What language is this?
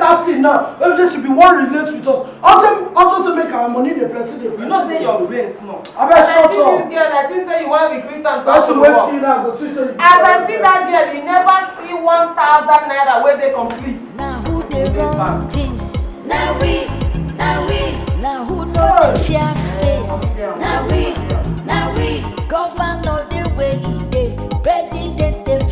Nigerian Pidgin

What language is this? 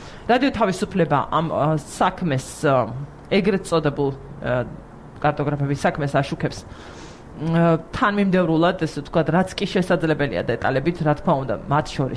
Georgian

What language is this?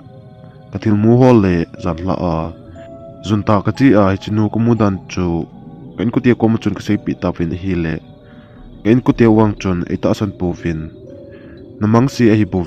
Thado Chin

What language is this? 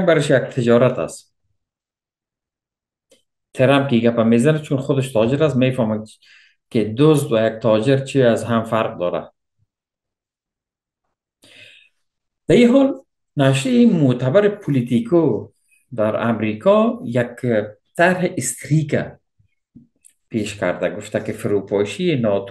Persian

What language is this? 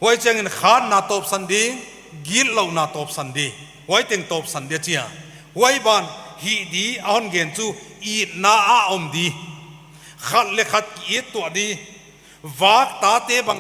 Paite Chin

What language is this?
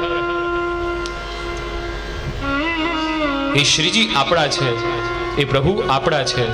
Gujarati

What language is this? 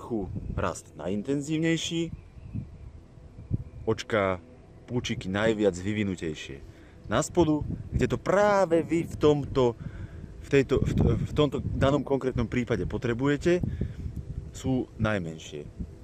Slovak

